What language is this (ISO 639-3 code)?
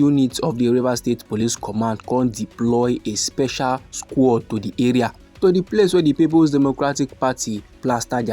pcm